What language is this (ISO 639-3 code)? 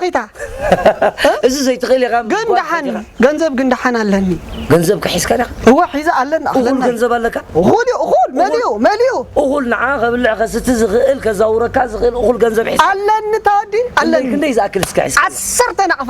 tir